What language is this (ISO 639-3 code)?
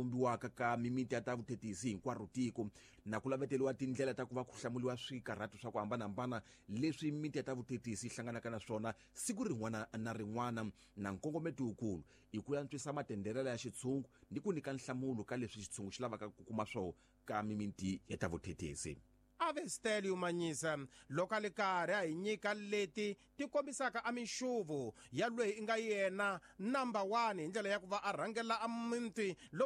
tso